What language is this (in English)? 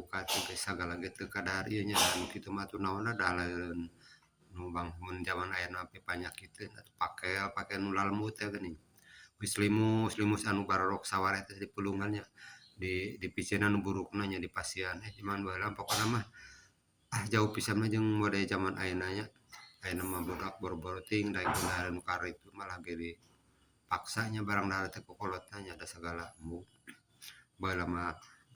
Sundanese